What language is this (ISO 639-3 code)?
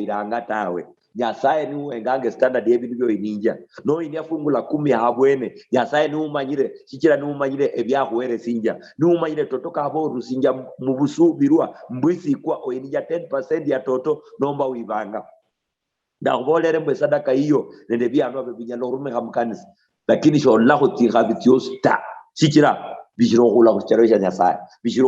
luy